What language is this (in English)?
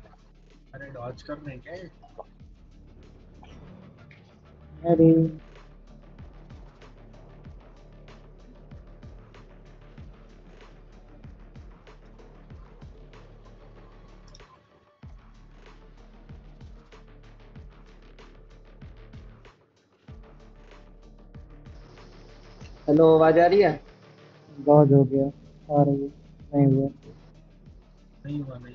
Hindi